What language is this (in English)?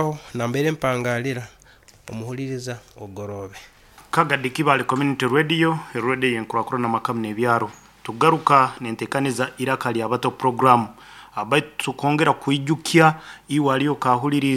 Nyoro